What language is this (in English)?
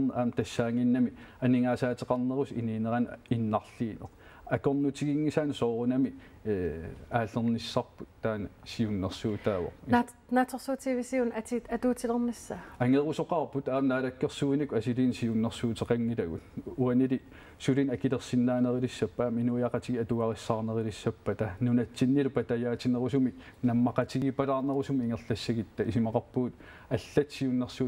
Kalaallisut